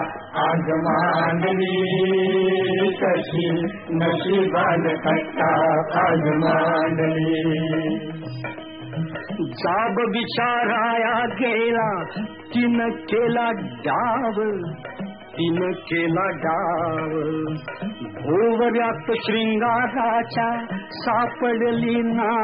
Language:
Marathi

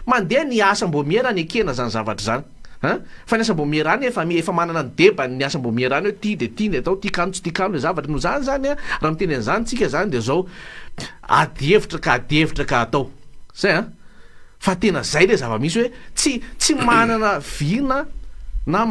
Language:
Malagasy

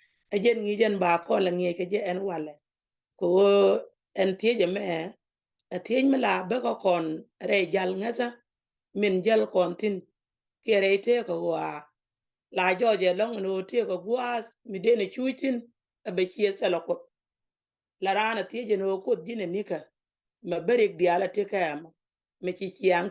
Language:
Nuer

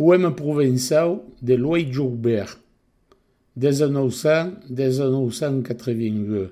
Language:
Occitan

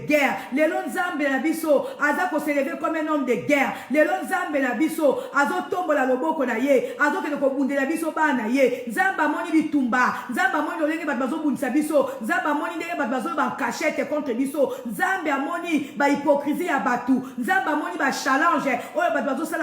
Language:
Lingala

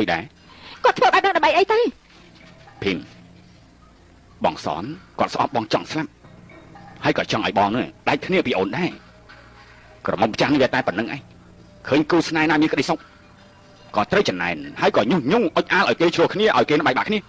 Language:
Khmer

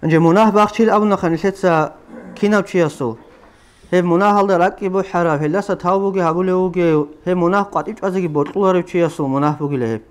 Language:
Avaric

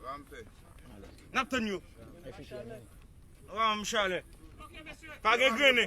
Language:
Haitian Creole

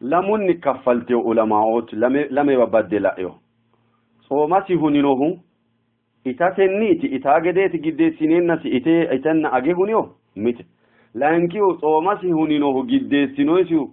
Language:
Sidamo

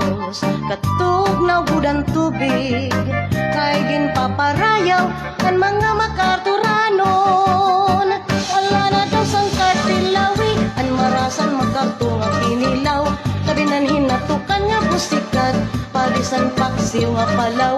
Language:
Waray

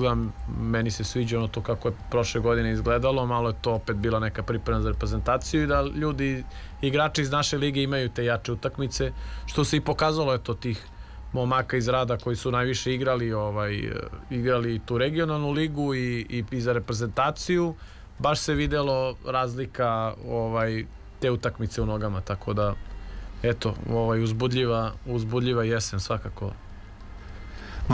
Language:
Serbian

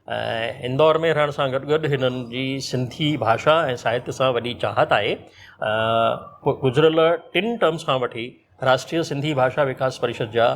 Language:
Sindhi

